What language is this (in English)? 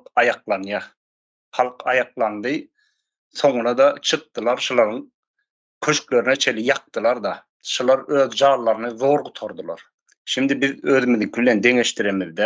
Turkmen